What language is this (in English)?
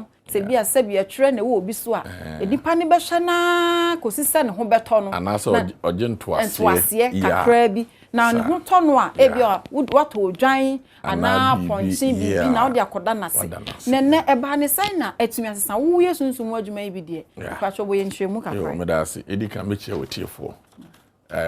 Akan